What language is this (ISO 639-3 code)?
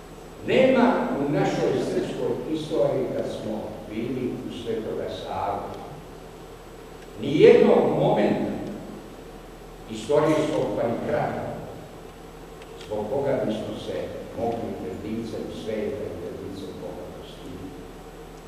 srp